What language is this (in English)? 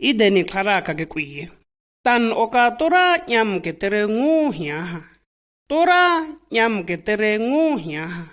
Shua